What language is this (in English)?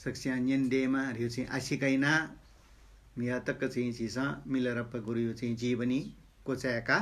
Newari